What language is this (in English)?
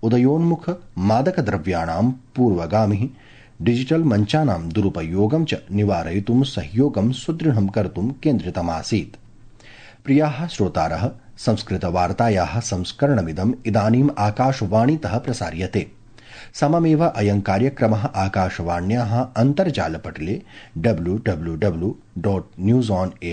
Sanskrit